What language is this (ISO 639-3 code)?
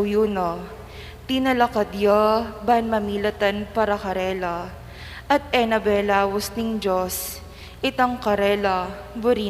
pam